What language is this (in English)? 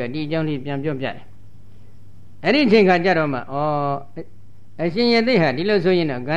Burmese